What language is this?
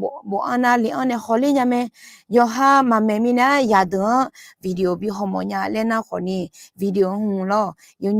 Akha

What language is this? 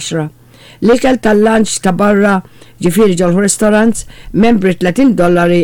Maltese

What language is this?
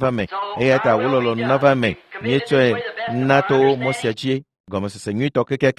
Ewe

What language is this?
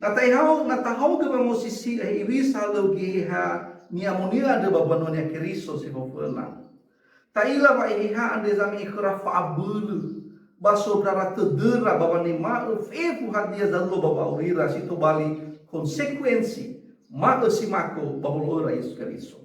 Nias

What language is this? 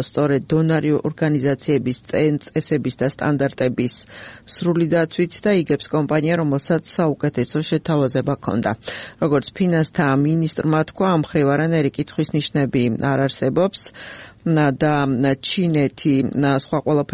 Georgian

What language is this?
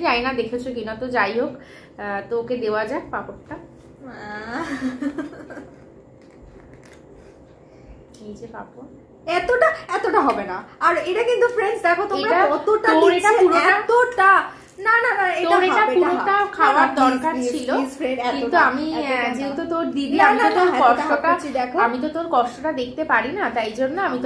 Bangla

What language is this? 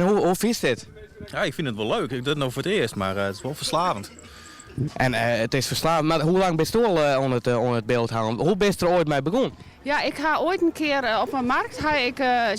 Western Frisian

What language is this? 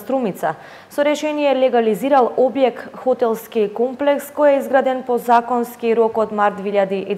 Macedonian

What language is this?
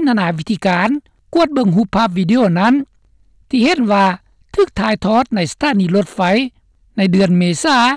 Lao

